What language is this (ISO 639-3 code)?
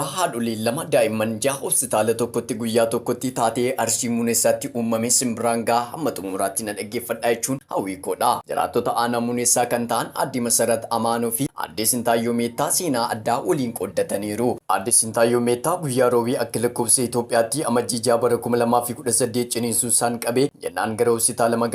orm